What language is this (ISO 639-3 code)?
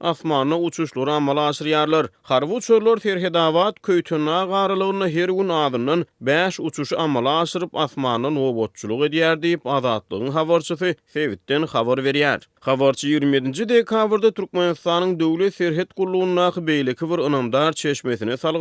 tuk